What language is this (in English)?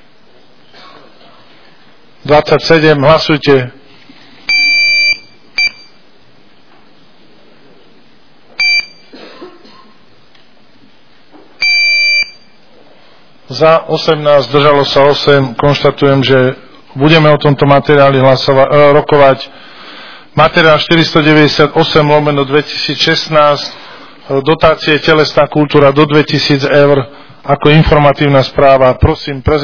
Slovak